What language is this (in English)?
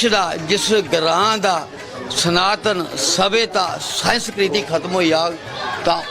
Dogri